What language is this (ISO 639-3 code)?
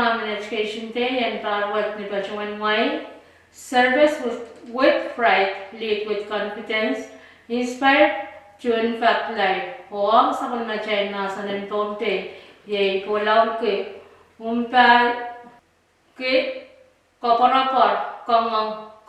pon